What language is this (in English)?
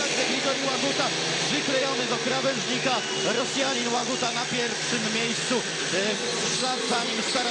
Polish